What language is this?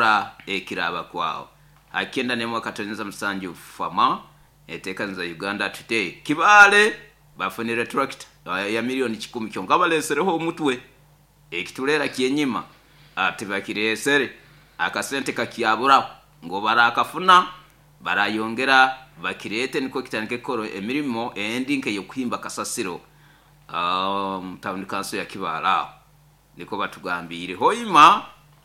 Nyoro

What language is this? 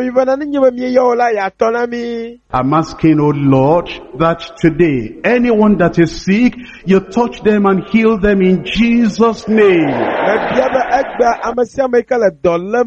Ewe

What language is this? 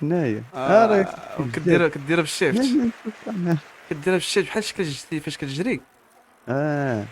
Moroccan Arabic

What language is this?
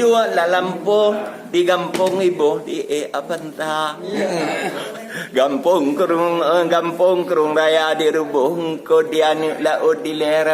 Achinese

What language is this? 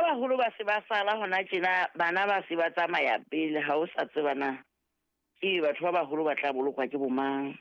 Southern Sotho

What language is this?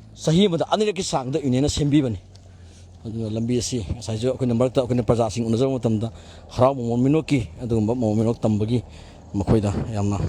Manipuri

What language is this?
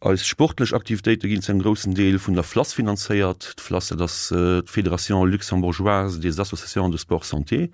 Luxembourgish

